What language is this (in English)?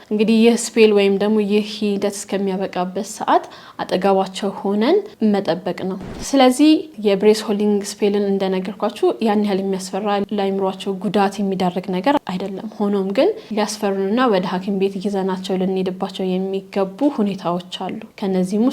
Amharic